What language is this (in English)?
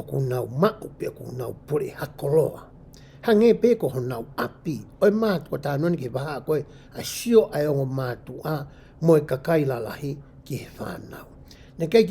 Tongan